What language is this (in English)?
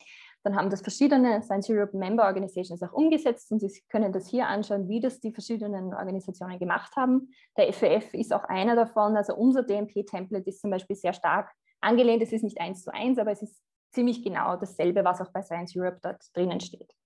German